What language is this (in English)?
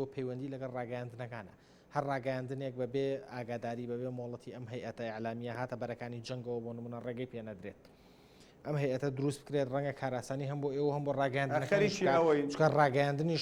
Central Kurdish